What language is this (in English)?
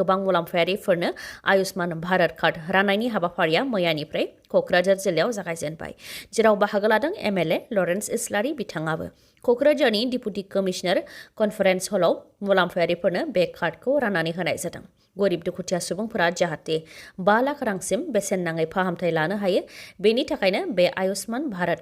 Bodo